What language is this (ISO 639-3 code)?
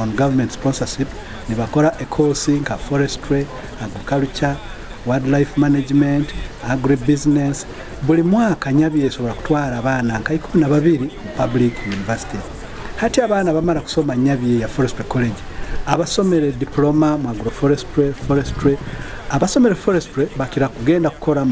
nyo